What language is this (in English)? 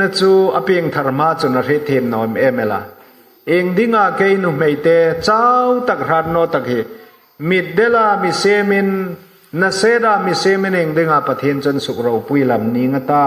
Hmar